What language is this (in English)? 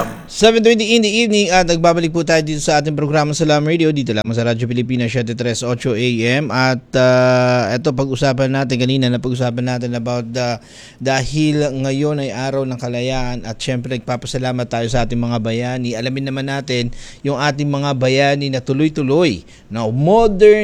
Filipino